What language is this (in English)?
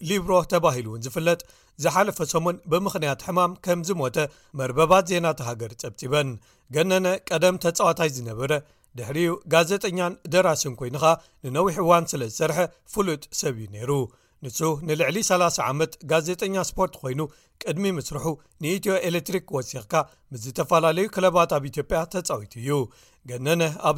Tigrinya